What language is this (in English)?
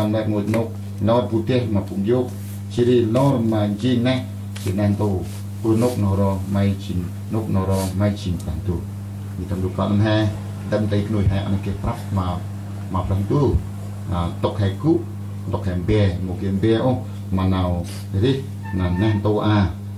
Central Mnong